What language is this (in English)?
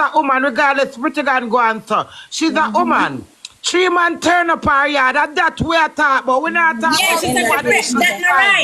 Jamaican Creole English